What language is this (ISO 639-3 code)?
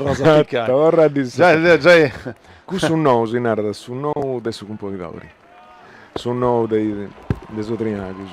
srd